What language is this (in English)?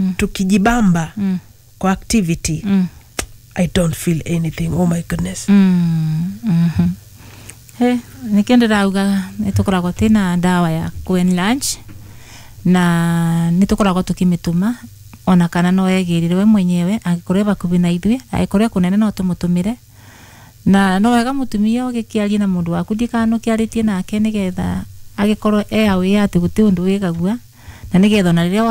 Kikuyu